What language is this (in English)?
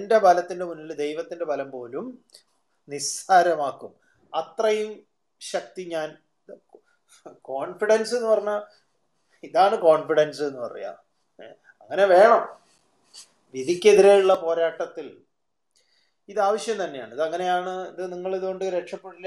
Malayalam